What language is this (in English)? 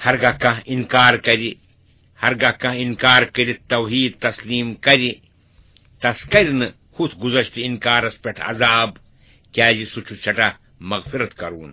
Kashmiri